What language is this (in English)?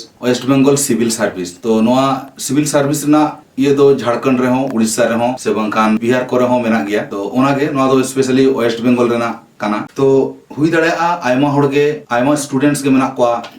Santali